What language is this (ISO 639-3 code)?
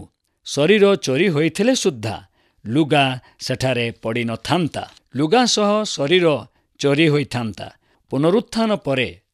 ori